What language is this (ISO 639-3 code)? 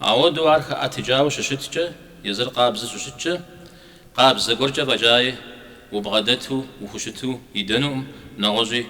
kbd